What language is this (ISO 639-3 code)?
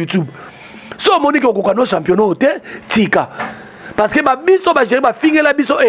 lin